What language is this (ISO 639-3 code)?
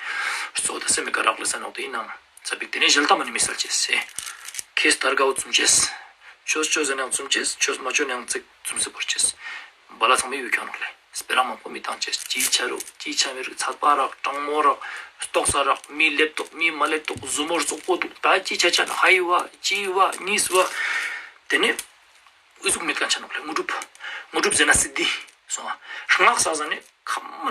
lbj